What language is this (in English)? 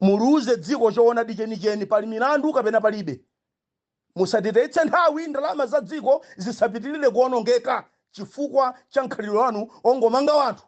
Nyanja